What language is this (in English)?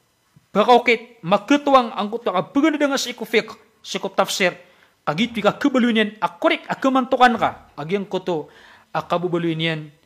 Maranao